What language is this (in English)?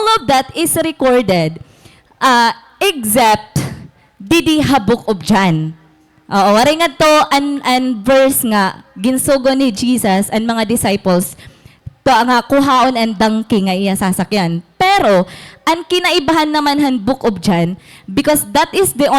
Waray